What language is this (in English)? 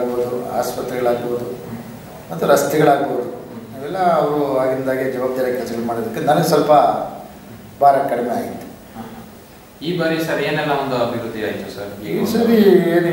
Kannada